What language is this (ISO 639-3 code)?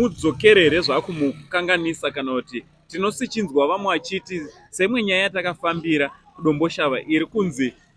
sna